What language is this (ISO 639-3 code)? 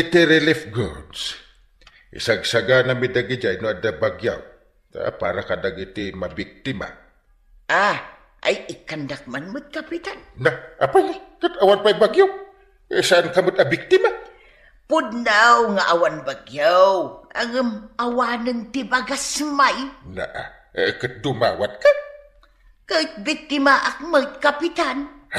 ilo